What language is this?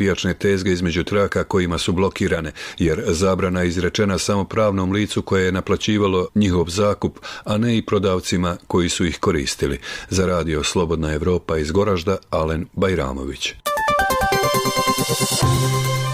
Bosnian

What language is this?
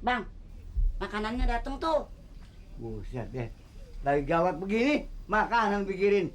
Betawi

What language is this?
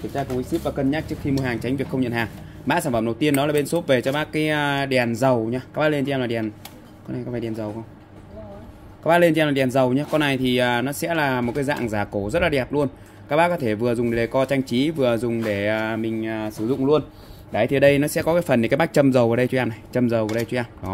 Vietnamese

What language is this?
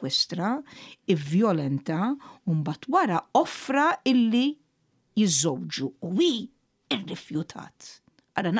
Maltese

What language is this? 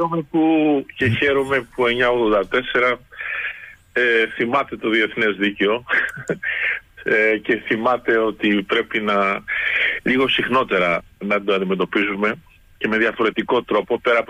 Greek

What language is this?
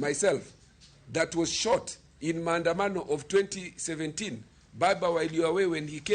Luo (Kenya and Tanzania)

